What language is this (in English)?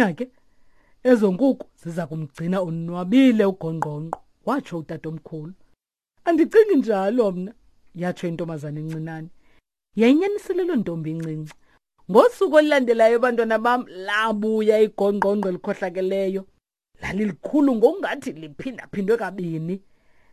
Xhosa